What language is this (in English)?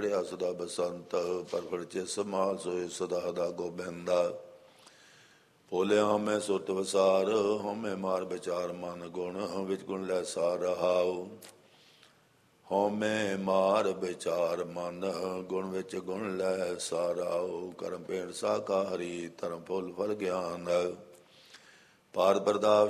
Punjabi